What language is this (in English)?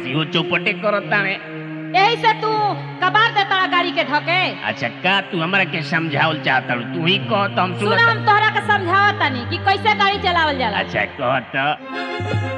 Bhojpuri